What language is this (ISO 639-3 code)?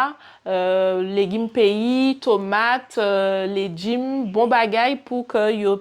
gcf